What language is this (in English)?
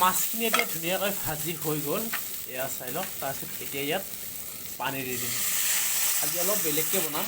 Assamese